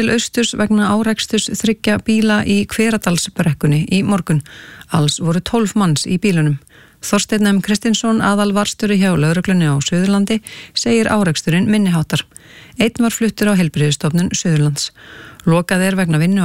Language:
Icelandic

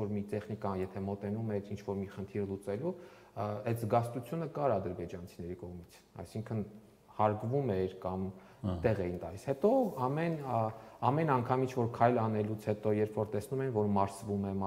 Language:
Armenian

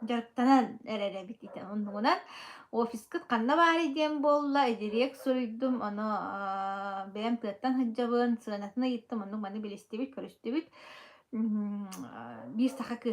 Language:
Yakut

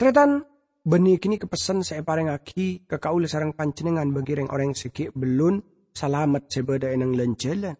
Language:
Madurese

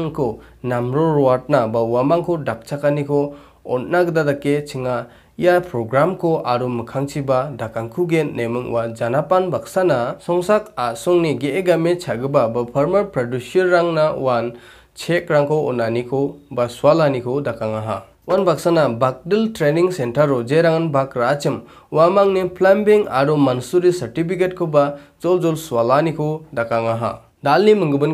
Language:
Garo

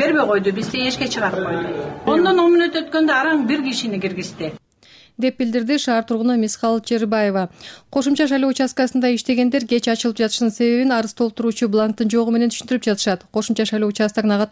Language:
Kyrgyz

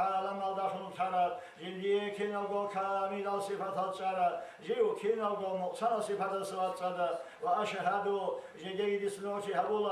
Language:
Avaric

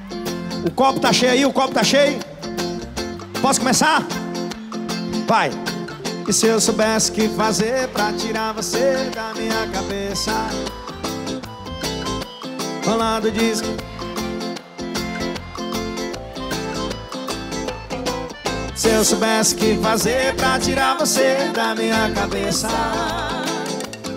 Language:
Portuguese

